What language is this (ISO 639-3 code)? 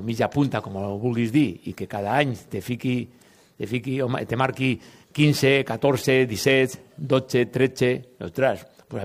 cat